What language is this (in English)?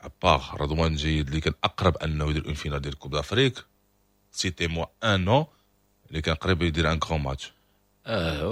Moroccan Arabic